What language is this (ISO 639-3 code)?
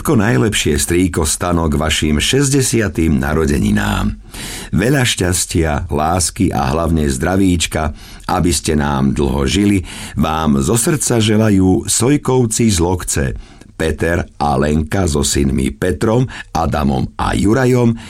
slk